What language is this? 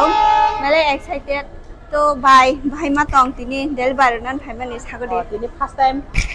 Kok Borok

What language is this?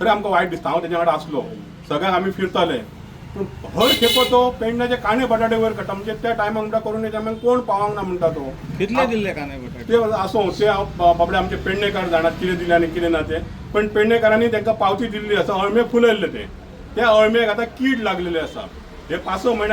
Konkani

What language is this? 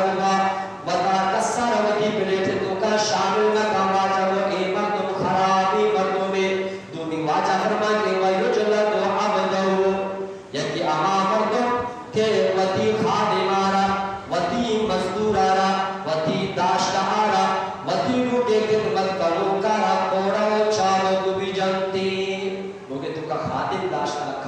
Eastern Balochi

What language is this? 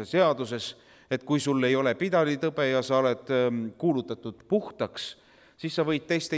Estonian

